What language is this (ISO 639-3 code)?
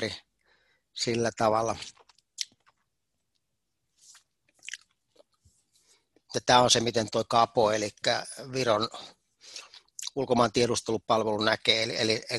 fin